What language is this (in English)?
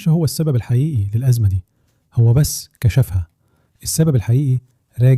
Egyptian Arabic